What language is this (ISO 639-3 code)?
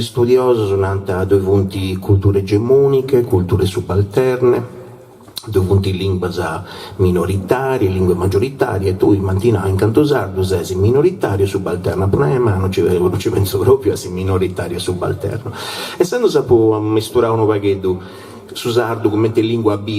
srd